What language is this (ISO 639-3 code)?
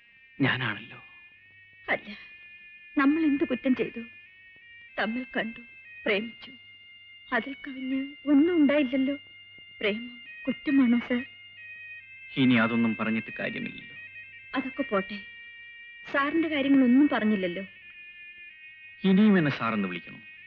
mal